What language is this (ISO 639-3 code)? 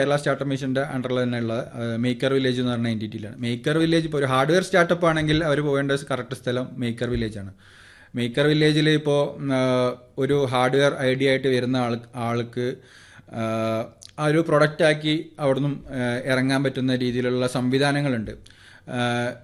mal